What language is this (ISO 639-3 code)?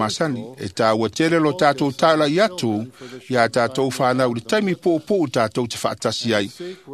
smo